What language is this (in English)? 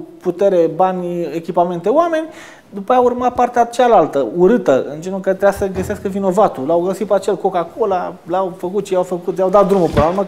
Romanian